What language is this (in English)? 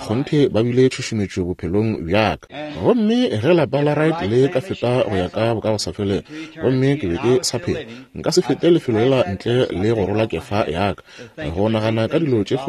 Northern Sotho